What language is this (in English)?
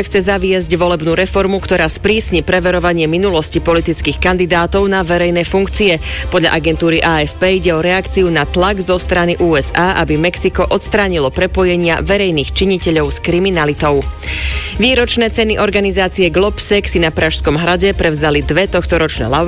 Slovak